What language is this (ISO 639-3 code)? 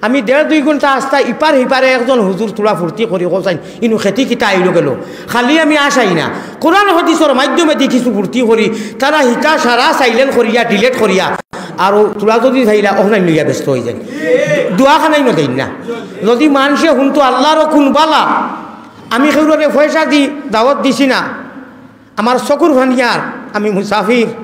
syl